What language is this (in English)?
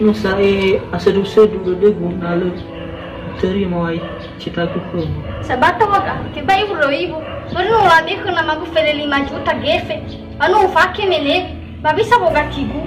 Nias